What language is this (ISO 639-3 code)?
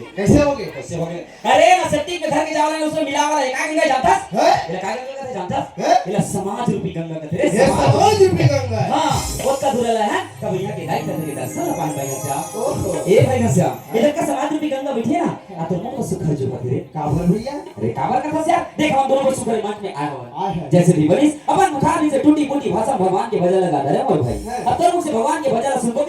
hne